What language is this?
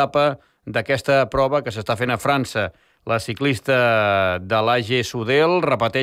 Catalan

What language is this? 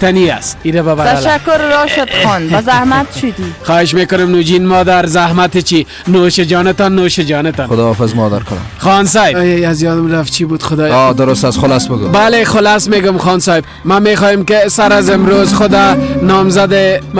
Persian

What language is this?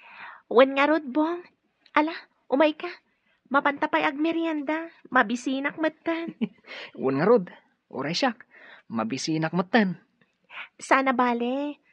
Iloko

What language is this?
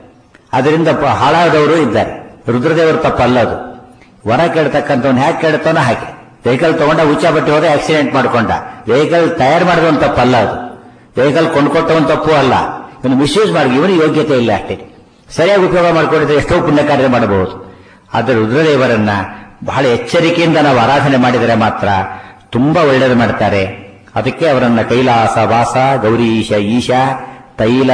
Kannada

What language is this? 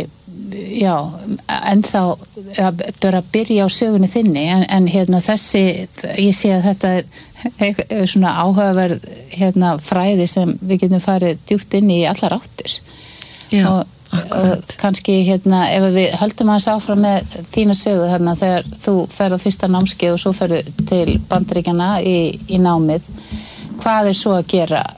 Icelandic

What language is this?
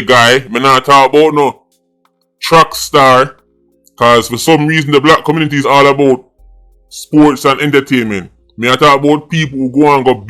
Jamaican Creole English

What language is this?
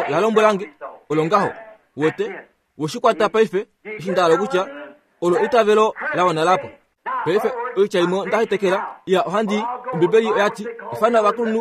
Kuanyama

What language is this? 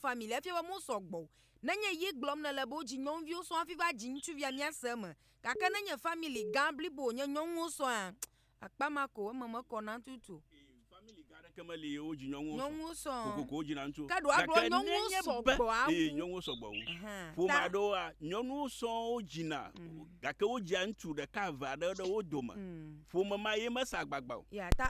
Ewe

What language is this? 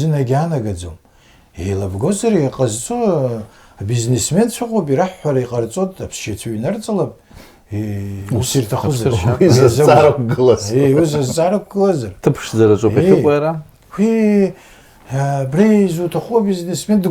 Abkhazian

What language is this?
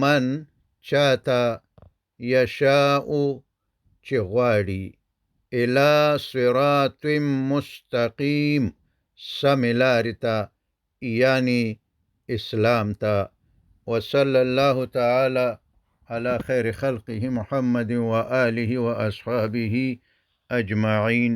Pashto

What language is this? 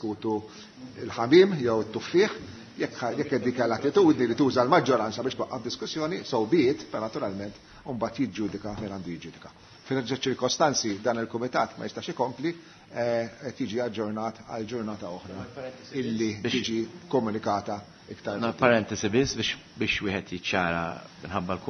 Maltese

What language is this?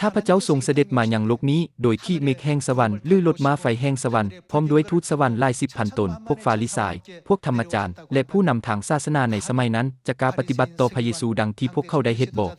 Lao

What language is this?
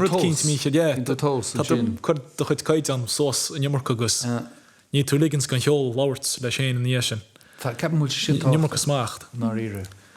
Irish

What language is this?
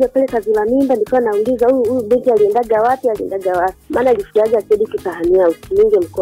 Swahili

